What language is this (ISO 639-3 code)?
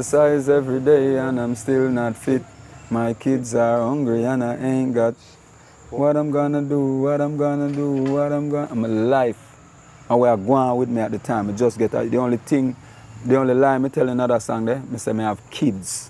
jam